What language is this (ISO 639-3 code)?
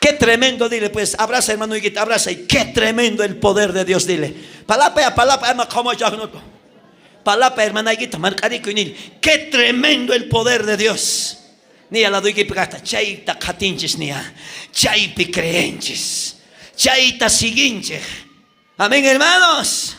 quh